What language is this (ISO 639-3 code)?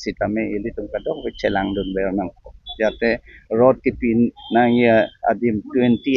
mjw